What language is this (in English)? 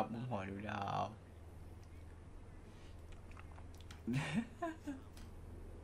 Thai